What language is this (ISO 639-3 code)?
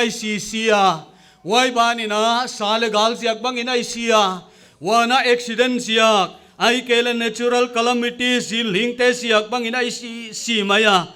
pck